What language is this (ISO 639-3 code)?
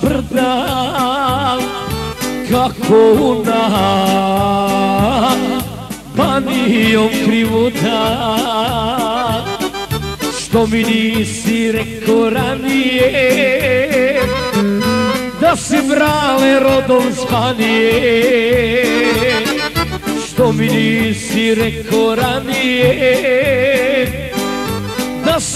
hrv